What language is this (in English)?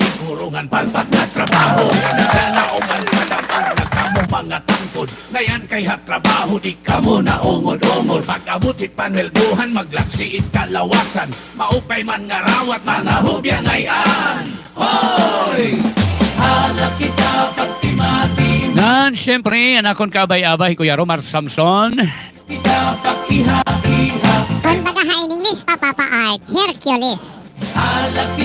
Waray